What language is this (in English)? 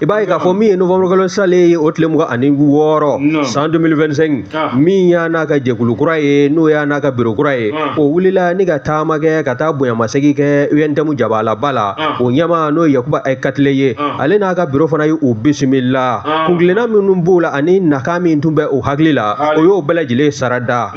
Bambara